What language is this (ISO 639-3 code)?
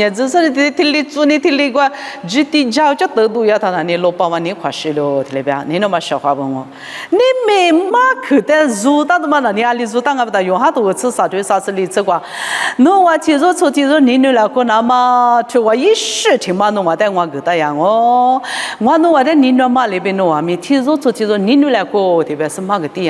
lis